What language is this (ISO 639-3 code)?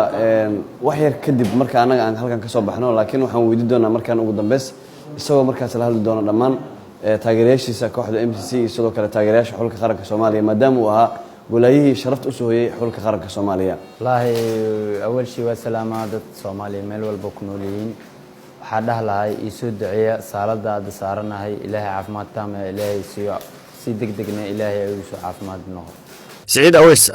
som